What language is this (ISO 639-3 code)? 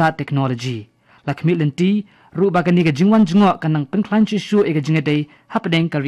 kha